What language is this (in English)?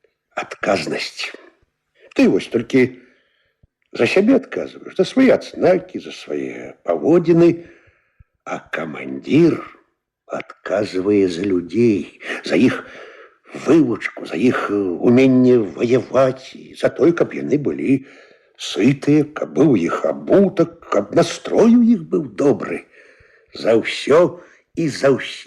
Belarusian